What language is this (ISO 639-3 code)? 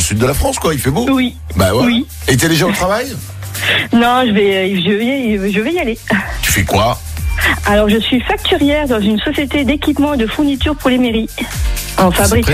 fra